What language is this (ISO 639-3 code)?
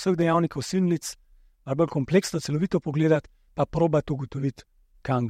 slv